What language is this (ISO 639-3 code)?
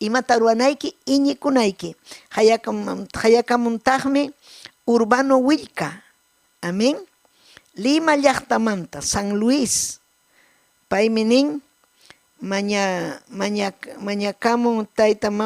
quy